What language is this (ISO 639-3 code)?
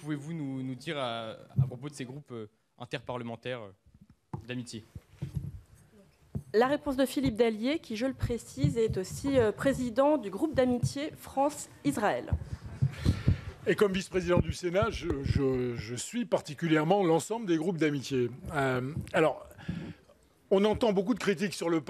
fra